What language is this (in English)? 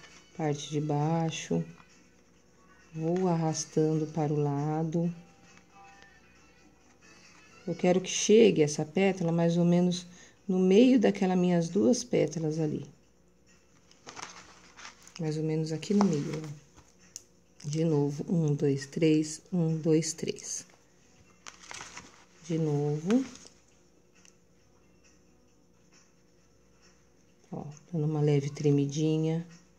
Portuguese